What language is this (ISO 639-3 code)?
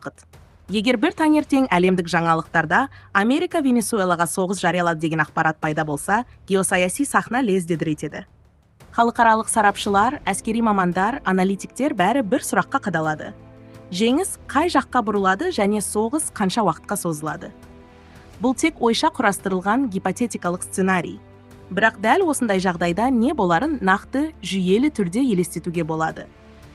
kaz